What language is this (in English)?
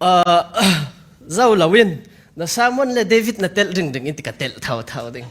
Falam Chin